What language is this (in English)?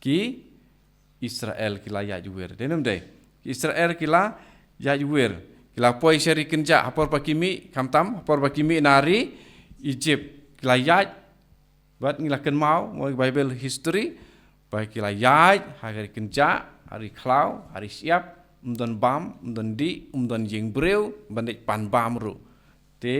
Khasi